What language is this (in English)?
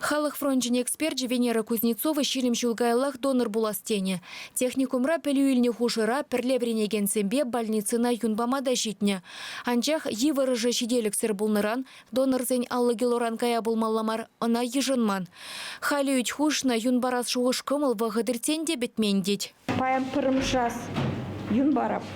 Chuvash